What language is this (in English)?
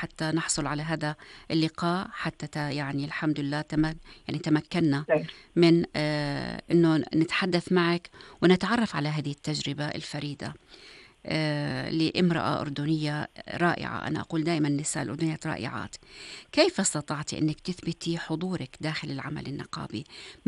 North Levantine Arabic